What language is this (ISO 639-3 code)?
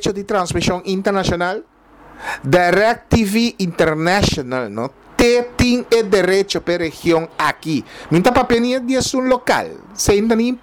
pap